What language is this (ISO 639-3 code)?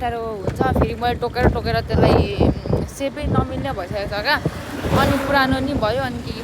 nep